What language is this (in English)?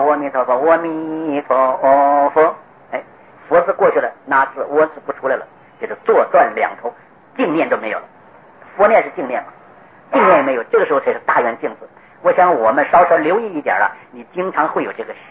Chinese